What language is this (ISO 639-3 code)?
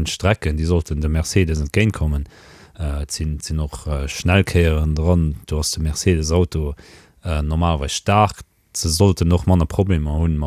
ltz